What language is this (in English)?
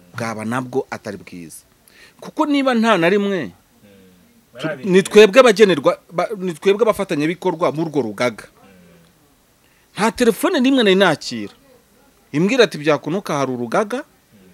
Kinyarwanda